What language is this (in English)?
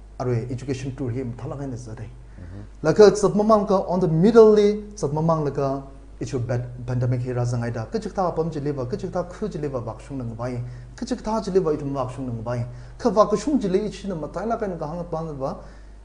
Tangkhul Naga (India)